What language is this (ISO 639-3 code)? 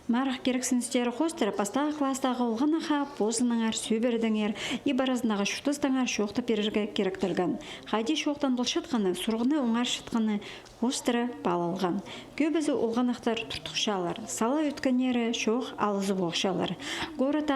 kjh